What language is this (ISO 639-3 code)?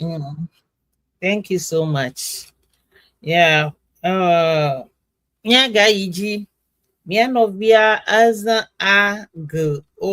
ewe